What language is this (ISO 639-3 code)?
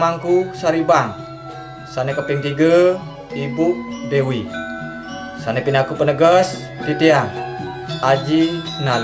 ban